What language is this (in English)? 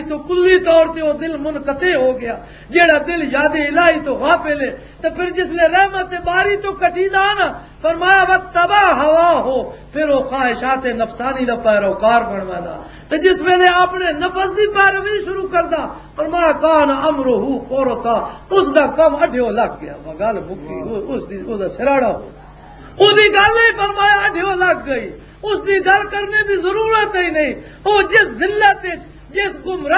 Western Panjabi